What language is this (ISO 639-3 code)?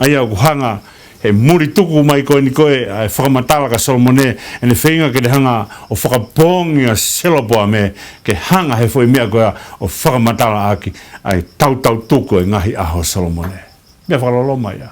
ton